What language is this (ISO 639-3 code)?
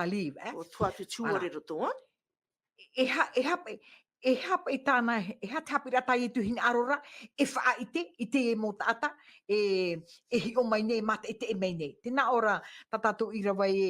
tah